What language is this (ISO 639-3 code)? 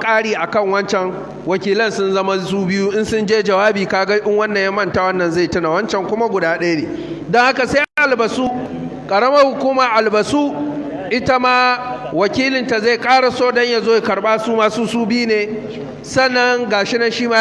hau